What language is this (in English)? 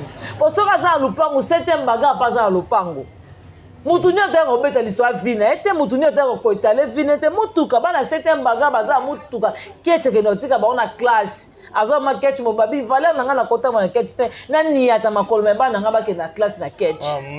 Lingala